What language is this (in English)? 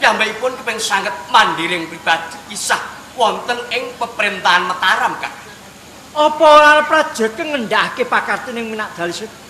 Javanese